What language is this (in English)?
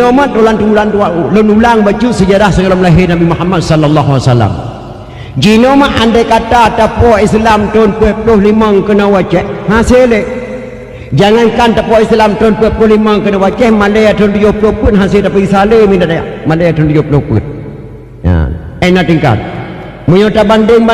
Achinese